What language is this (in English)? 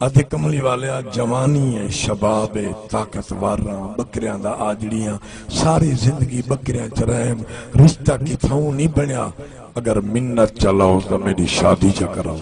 Saraiki